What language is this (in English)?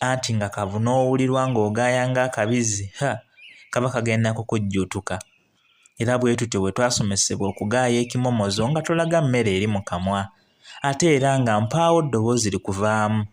Ganda